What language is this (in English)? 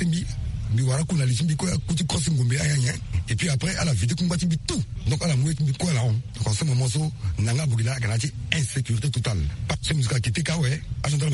Sango